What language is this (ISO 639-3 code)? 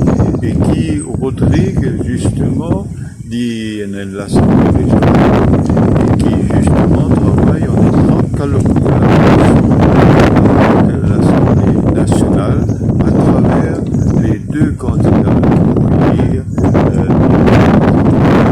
mfe